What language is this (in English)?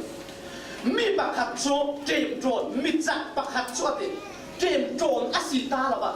Falam Chin